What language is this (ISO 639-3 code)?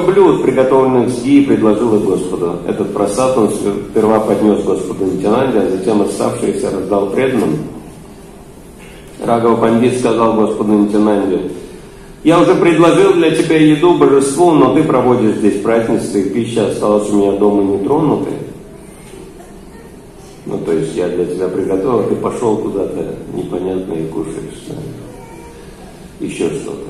rus